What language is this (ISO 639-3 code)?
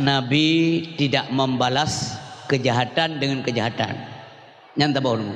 ace